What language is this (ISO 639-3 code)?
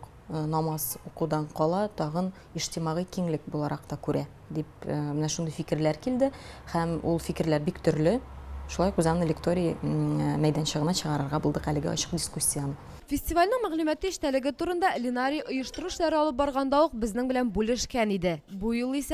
tat